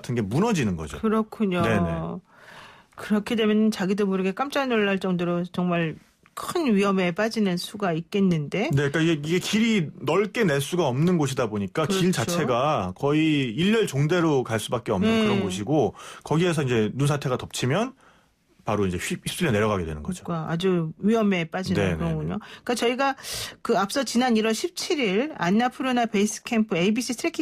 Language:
Korean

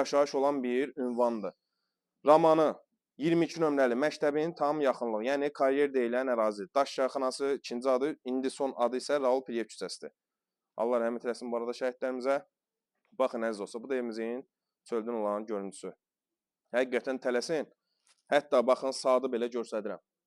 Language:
Azerbaijani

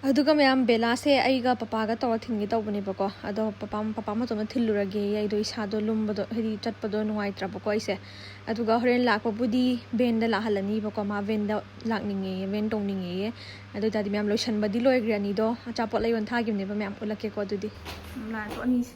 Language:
Manipuri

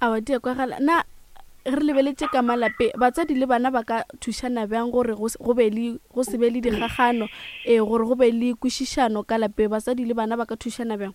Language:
Northern Sotho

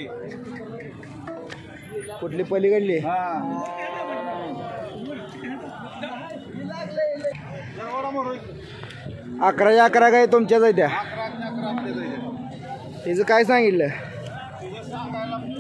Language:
Marathi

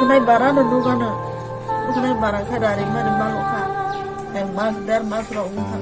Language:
Kok Borok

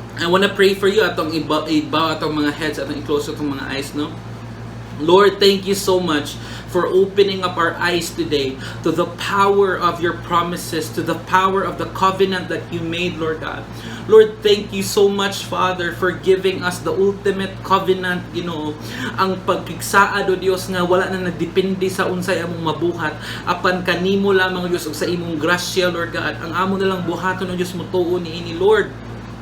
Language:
Cebuano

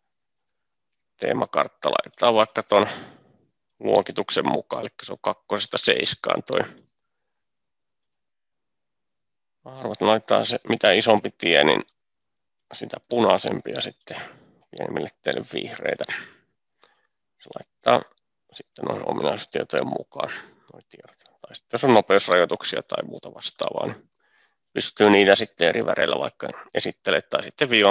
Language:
Finnish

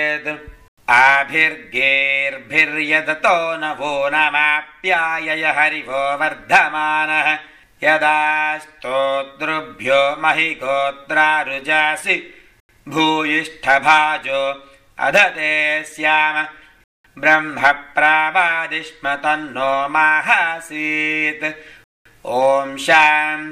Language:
Sanskrit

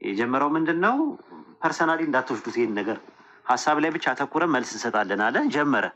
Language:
Amharic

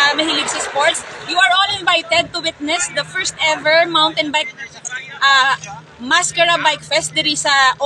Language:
Hiligaynon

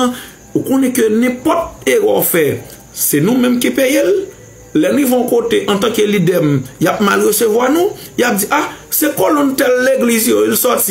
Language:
Haitian Creole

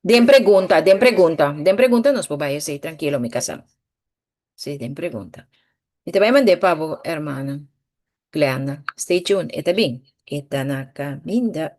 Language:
Papiamento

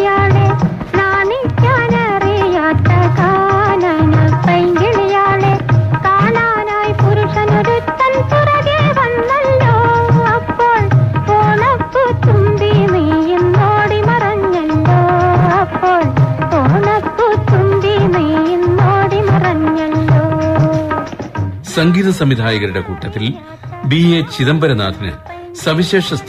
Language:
Malayalam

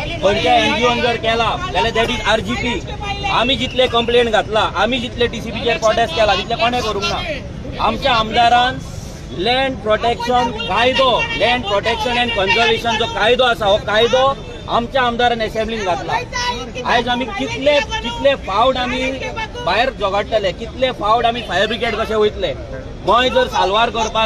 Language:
Konkani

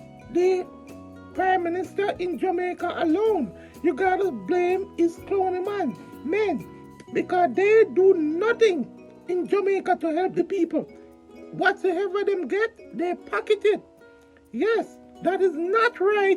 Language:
Jamaican Creole English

